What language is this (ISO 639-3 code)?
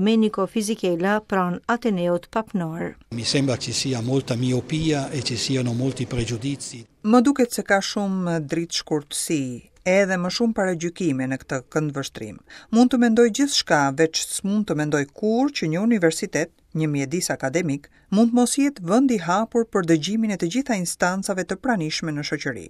sqi